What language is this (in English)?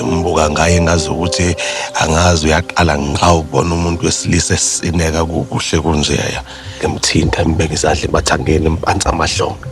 Zulu